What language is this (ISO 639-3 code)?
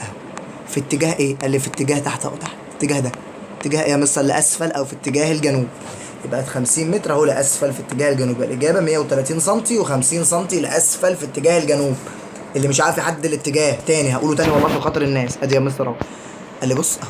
arz